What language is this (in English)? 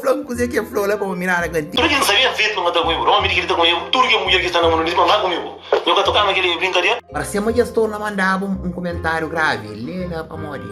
Kabuverdianu